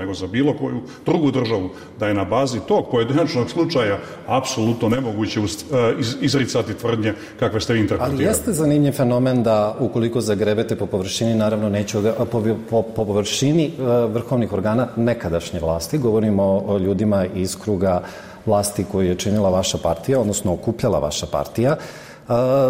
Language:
Serbian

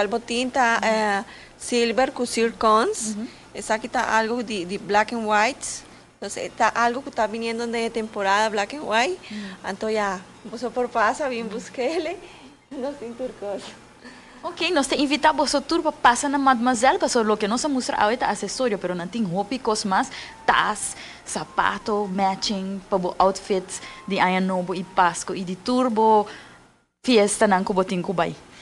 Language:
Papiamento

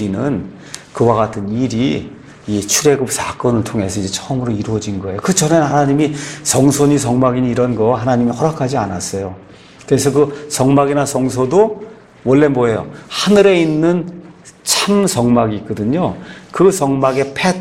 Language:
Korean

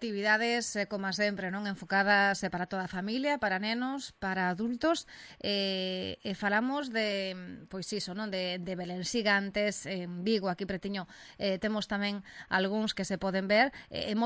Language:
Galician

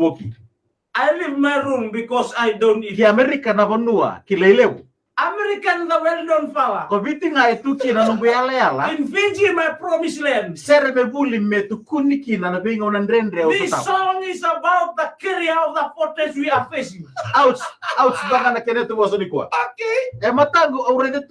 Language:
Fijian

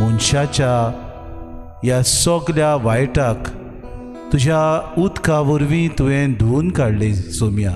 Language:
Konkani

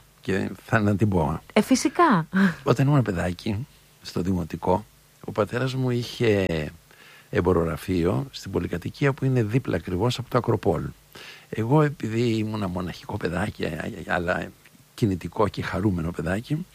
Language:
Greek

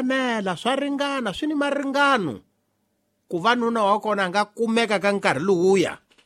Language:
Tsonga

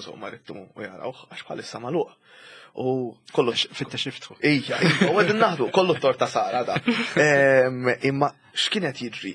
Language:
Maltese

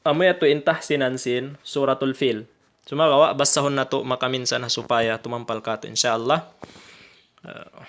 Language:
Tausug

